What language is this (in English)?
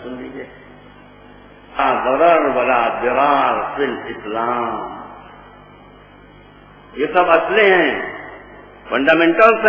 Urdu